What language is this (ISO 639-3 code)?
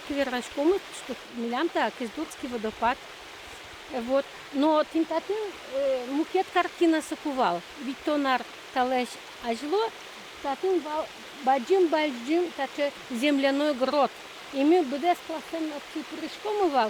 udm